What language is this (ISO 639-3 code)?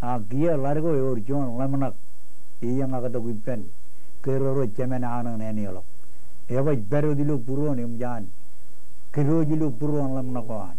mah